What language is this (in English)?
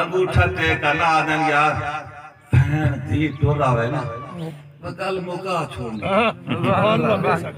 Saraiki